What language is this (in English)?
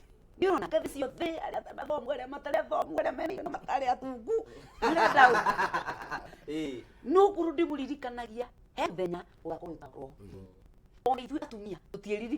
Kikuyu